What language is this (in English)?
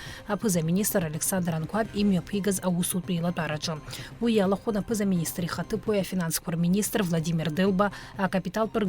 Abkhazian